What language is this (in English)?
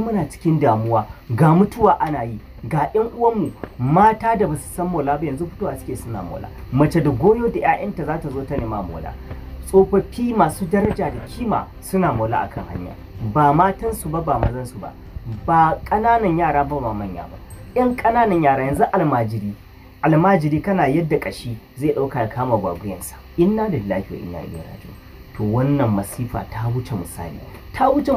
Hausa